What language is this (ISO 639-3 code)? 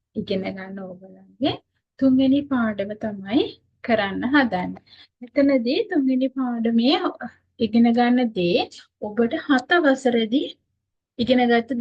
sin